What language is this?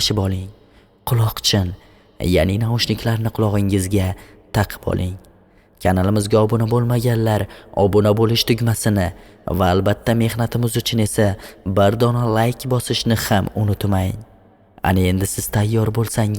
Uzbek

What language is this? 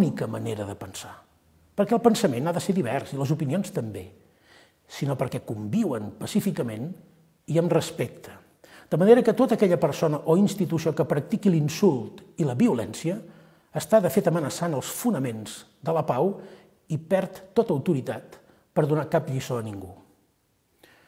Catalan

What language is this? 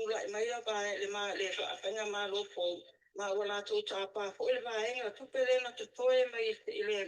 Samoan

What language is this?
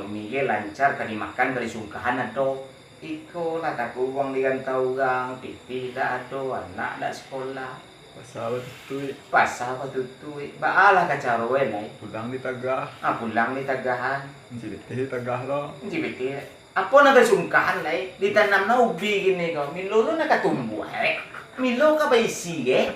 Minangkabau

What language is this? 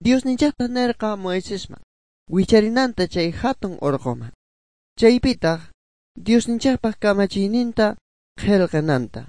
South Bolivian Quechua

